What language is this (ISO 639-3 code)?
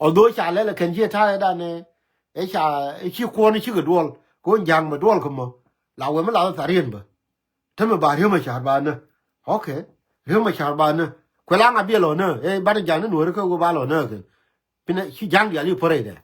nus